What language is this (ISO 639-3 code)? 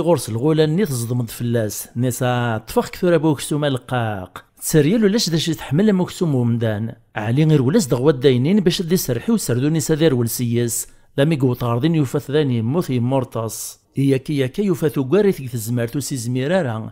kab